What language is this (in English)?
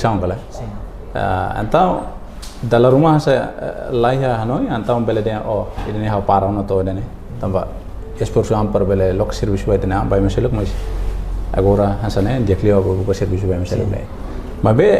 Tetum